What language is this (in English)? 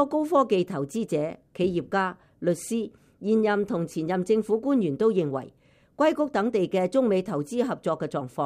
Cantonese